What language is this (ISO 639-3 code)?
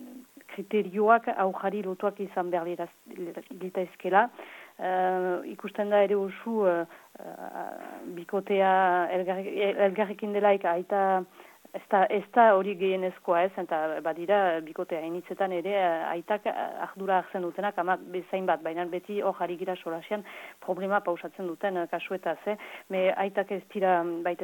eus